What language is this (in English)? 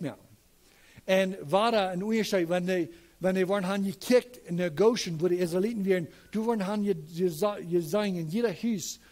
Plautdietsch